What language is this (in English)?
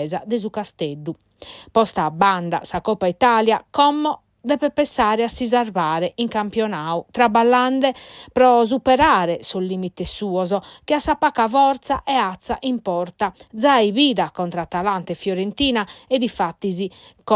Sardinian